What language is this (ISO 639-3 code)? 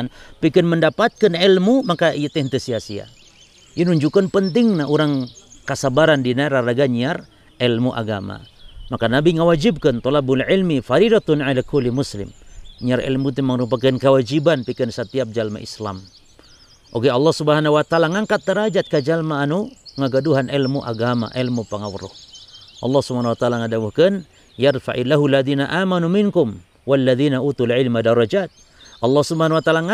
sun